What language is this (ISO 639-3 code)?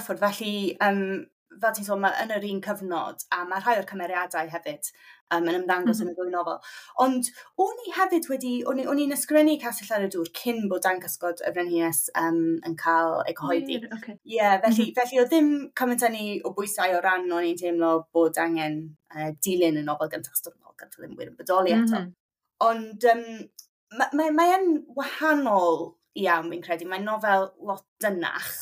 cym